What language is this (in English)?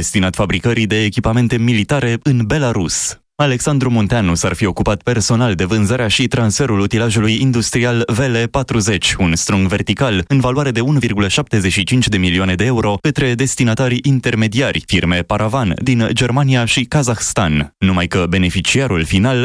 Romanian